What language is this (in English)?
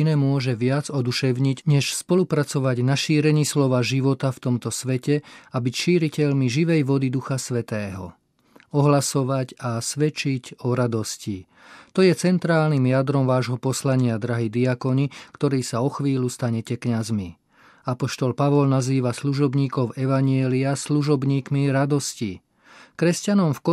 Slovak